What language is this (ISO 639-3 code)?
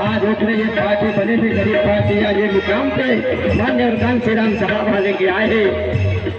hne